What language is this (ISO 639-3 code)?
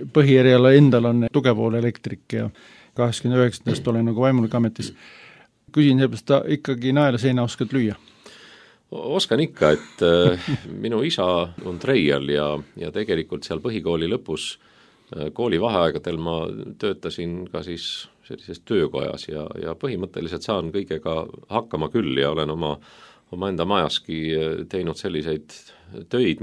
est